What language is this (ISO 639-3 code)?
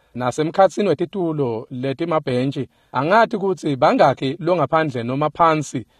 ssw